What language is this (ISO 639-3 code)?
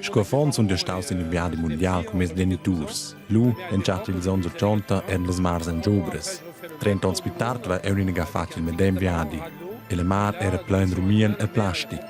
roh